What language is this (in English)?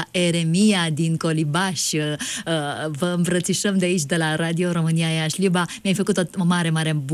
Romanian